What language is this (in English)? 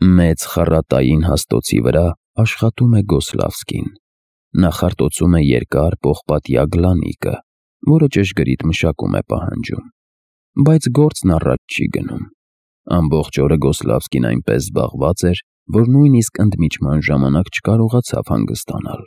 Armenian